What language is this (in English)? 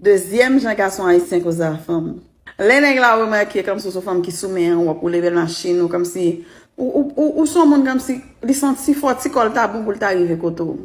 Haitian Creole